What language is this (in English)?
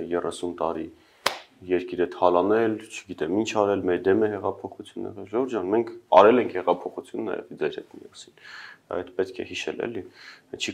Armenian